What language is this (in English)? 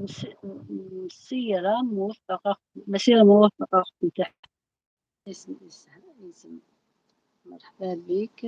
Algerian Arabic